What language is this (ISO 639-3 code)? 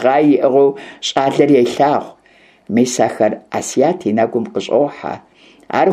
kbd